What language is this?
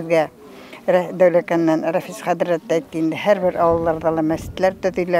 Bashkir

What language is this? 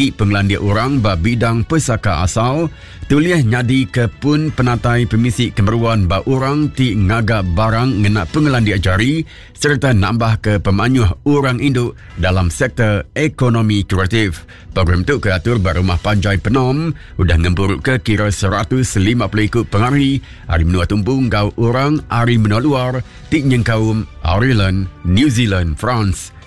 Iban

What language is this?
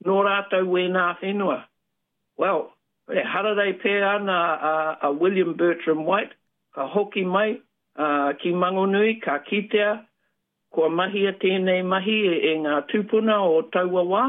Māori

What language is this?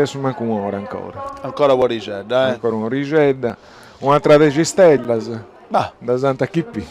Sardinian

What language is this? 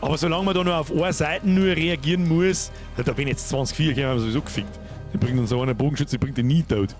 Bavarian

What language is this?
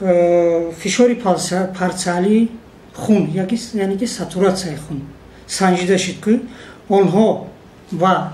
Tajik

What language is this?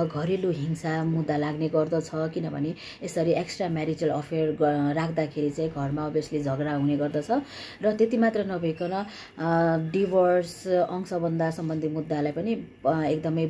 Nepali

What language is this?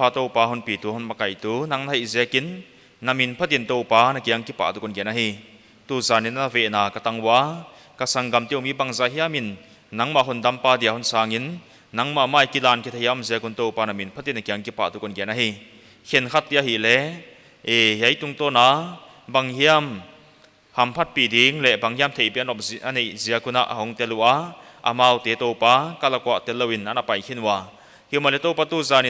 Paite Chin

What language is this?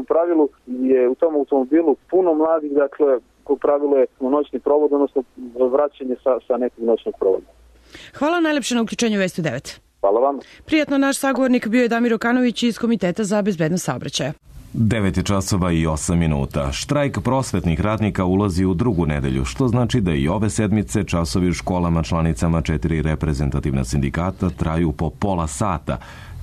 Serbian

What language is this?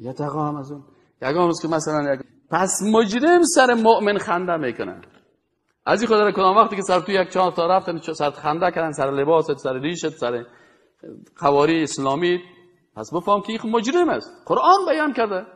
Persian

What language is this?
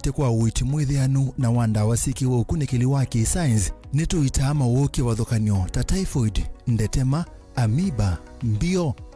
Kamba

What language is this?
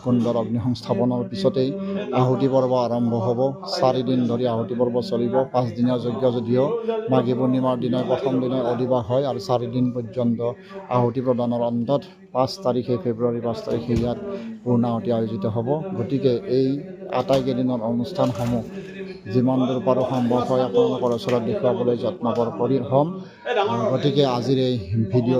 Assamese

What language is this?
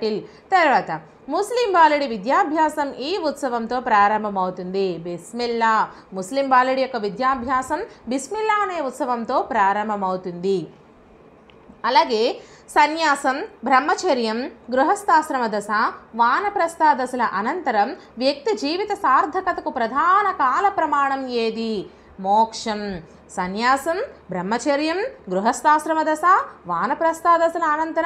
Telugu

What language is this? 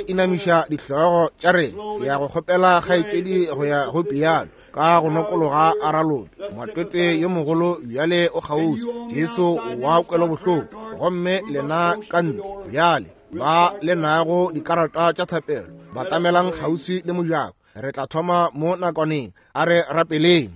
Northern Sotho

